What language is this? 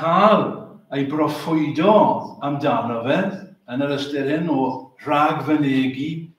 Welsh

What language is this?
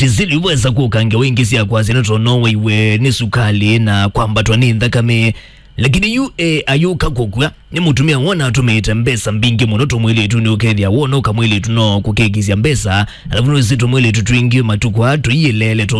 Kamba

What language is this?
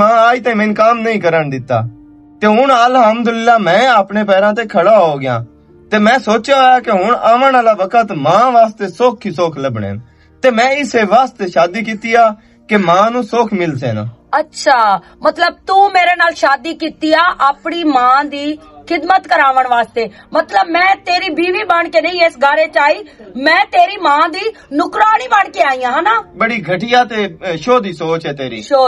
Western Panjabi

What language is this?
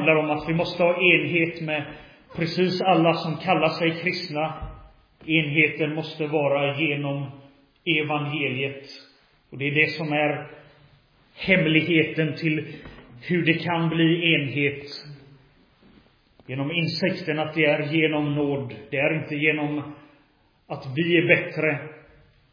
Swedish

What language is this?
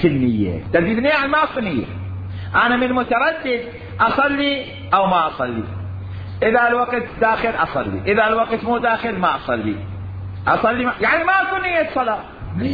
Mesopotamian Arabic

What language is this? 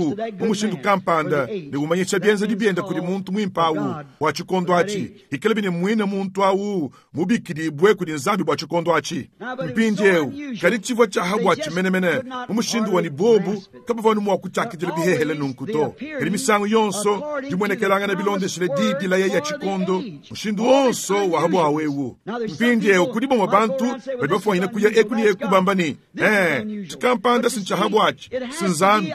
Luba-Lulua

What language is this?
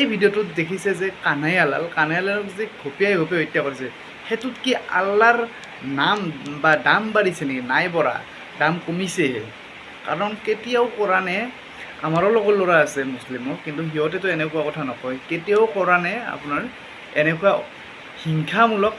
Assamese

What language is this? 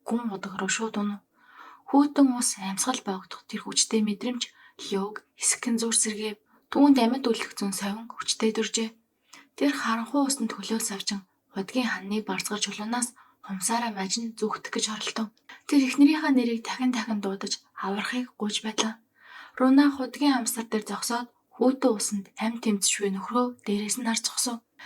Mongolian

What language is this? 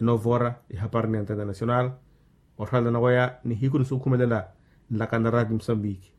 Makhuwa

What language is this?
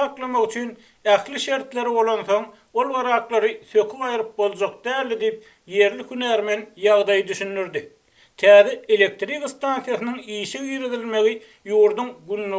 Turkmen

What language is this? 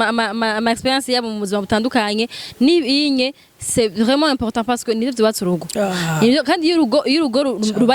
Rundi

